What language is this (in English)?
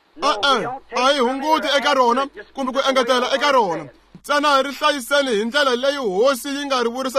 Tsonga